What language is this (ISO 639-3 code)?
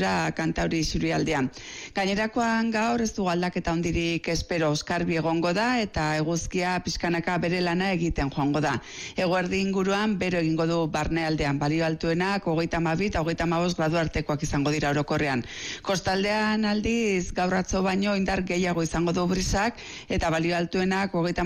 eus